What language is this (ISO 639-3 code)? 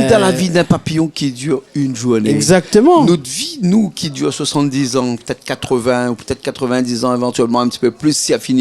rcf